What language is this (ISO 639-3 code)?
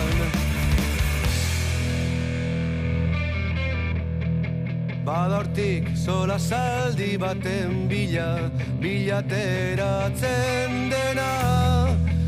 eus